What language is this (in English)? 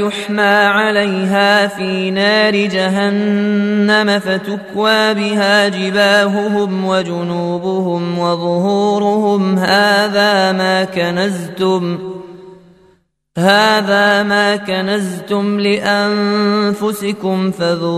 Arabic